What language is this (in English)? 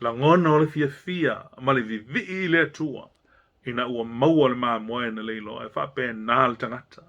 Samoan